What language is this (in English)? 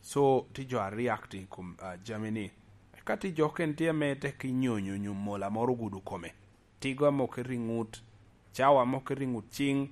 Lango (Uganda)